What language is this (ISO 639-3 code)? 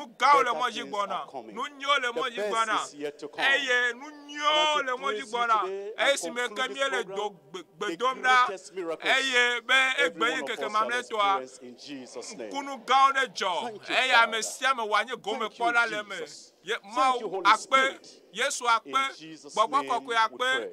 ewe